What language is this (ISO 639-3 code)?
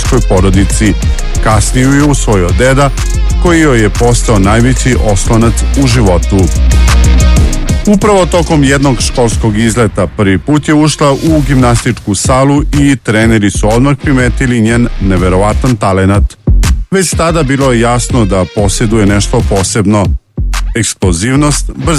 srp